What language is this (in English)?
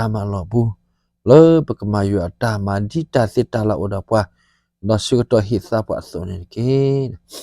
S'gaw Karen